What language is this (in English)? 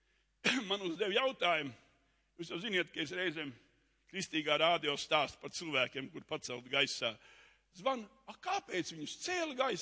Latvian